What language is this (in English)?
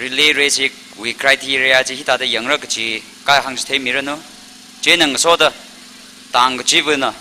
Tangkhul Naga (India)